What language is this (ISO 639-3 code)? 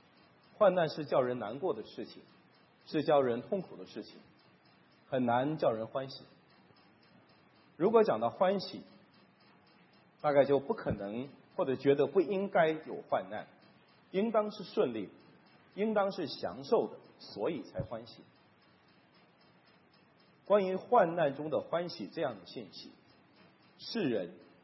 zho